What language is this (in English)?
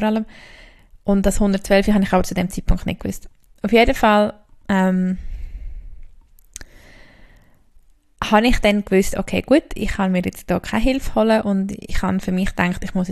German